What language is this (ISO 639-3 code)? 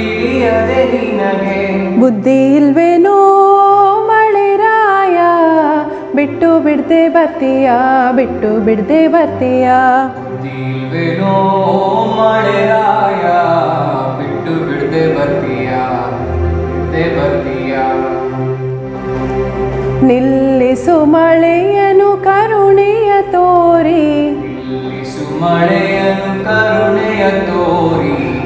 kan